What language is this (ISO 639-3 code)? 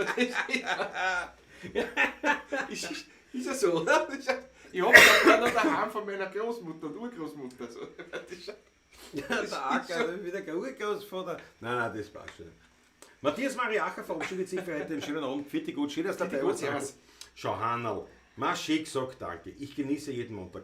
bar